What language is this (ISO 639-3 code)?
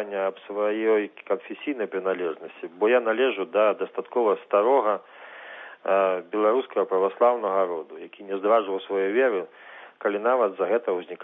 bel